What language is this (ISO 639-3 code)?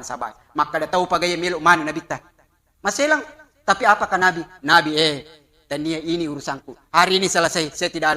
bug